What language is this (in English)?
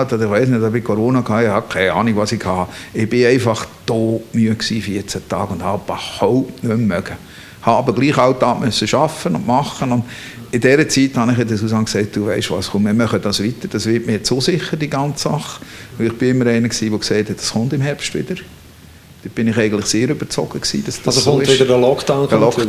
Swiss German